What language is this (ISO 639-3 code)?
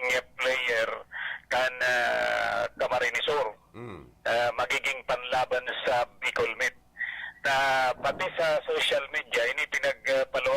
bik